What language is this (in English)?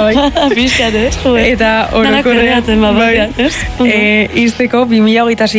Basque